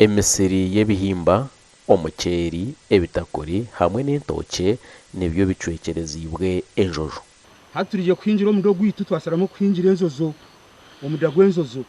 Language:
Nyankole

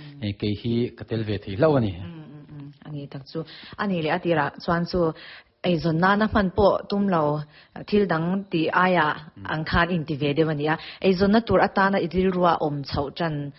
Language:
Mizo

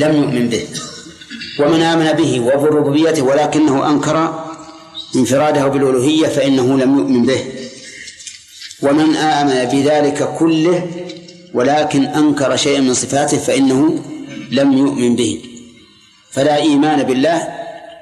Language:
Arabic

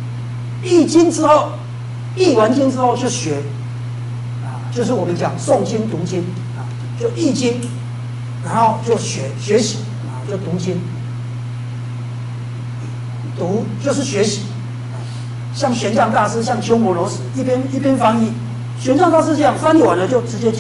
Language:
Chinese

